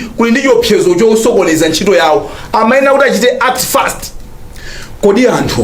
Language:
Nyanja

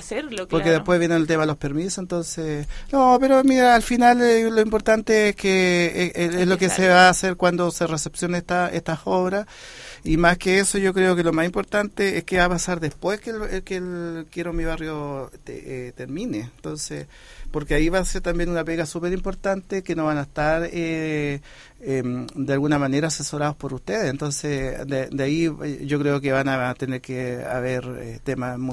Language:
Spanish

